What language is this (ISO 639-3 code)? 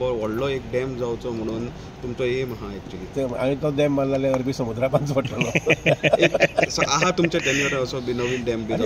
kok